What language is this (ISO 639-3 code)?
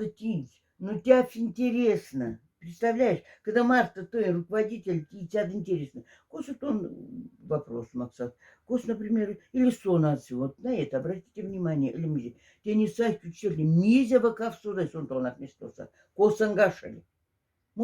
mdf